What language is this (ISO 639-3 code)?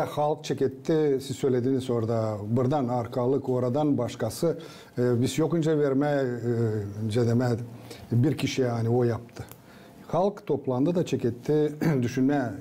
gag